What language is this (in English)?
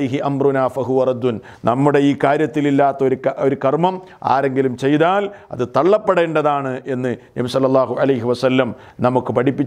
Malayalam